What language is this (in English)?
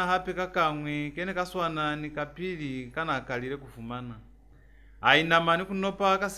Lozi